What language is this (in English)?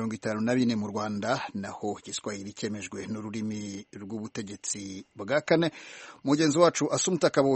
Kinyarwanda